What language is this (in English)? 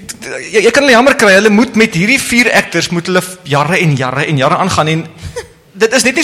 Afrikaans